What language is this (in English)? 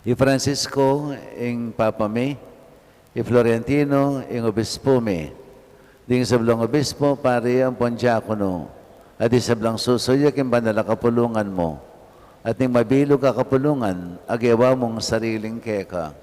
Pampanga